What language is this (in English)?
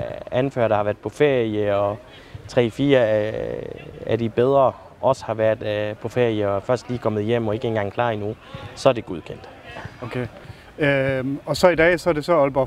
Danish